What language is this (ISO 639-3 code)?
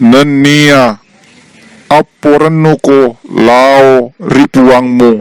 bug